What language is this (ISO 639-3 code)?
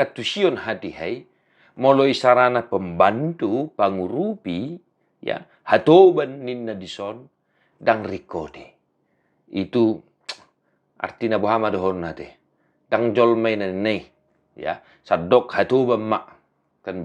bbc